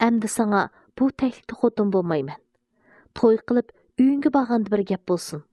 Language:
Uyghur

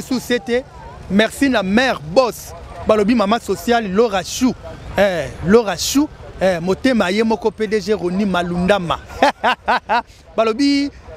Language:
Lingala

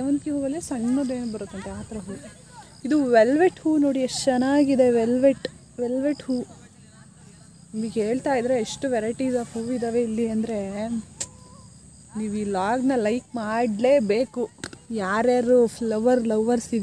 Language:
Kannada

